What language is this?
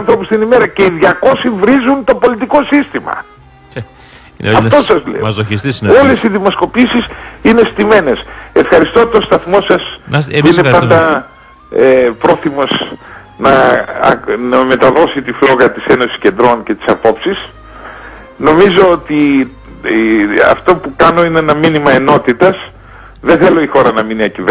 Greek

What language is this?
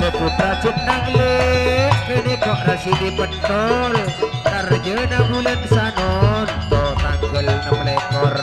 Madurese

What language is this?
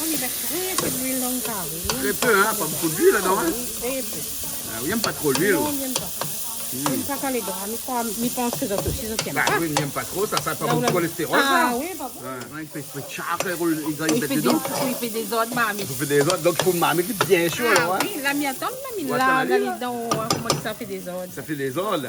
Réunion Creole French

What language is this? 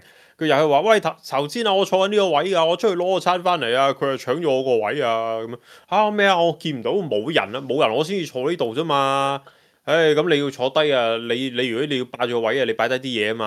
Cantonese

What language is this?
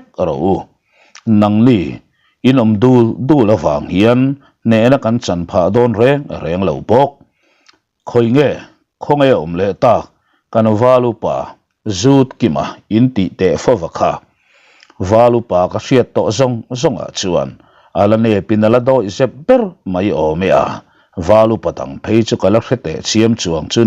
Mizo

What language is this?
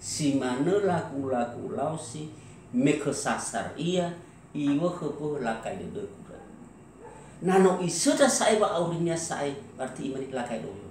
Nias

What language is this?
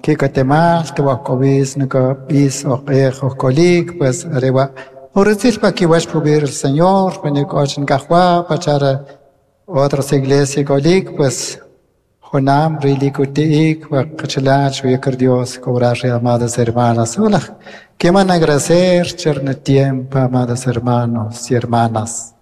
Kʼicheʼ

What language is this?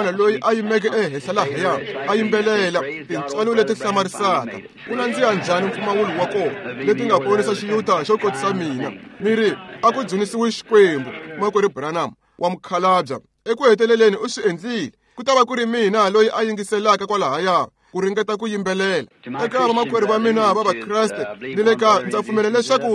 Tsonga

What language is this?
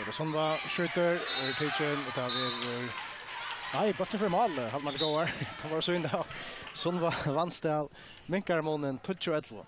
Faroese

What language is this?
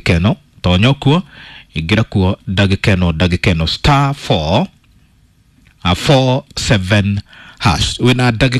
Kikuyu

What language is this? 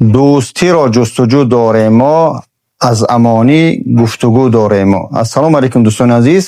Tajik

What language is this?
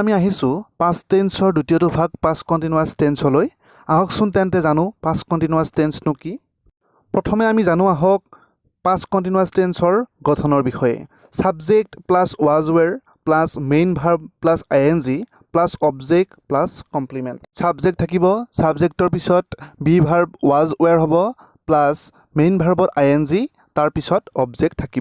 Assamese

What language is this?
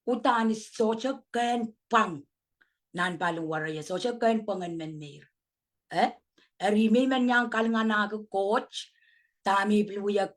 Pohnpeian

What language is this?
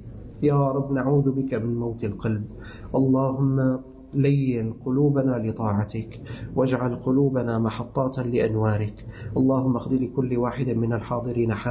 Arabic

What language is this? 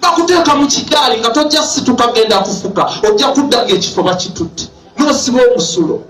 Ganda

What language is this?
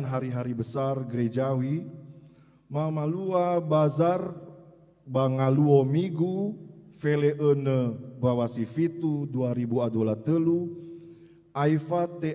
Nias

